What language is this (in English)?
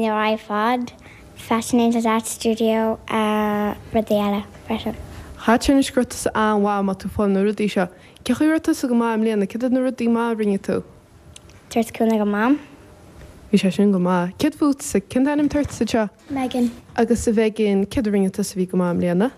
Irish